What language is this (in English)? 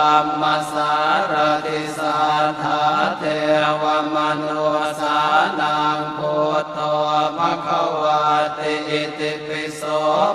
Pali